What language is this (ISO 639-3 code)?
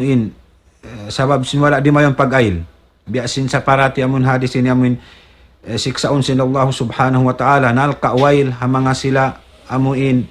tsg